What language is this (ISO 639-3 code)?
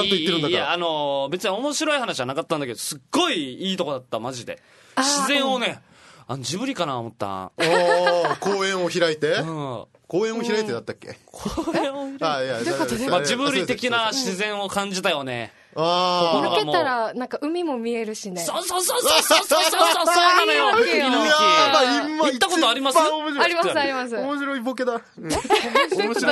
jpn